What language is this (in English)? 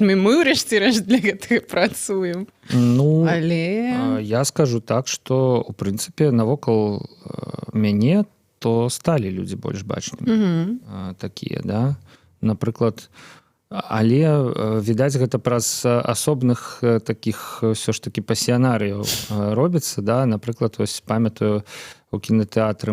Belarusian